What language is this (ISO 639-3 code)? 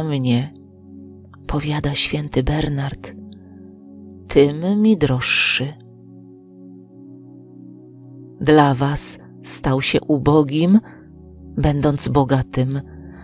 pol